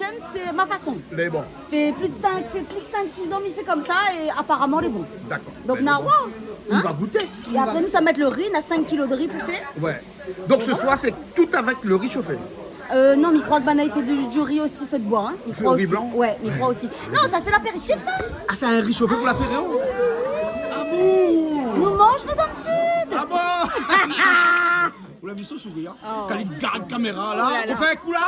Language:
Réunion Creole French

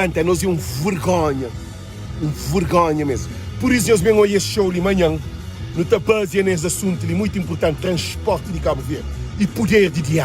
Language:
Kabuverdianu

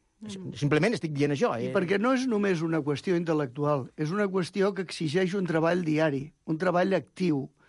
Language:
Catalan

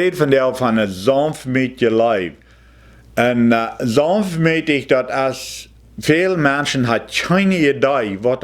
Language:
Plautdietsch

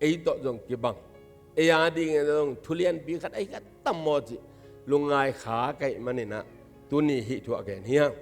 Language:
Tedim Chin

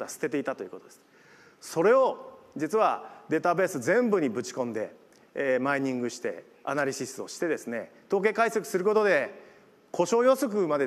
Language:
Japanese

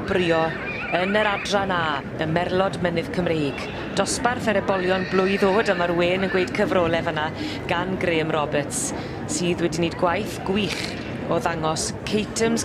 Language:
Welsh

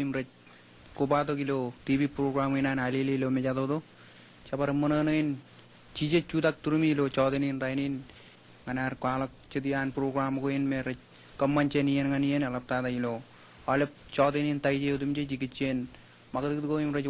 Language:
Marshallese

